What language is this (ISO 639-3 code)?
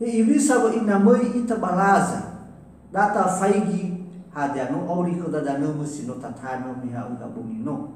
nia